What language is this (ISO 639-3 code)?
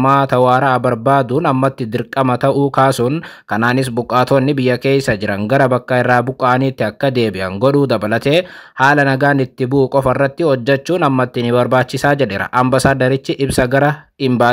orm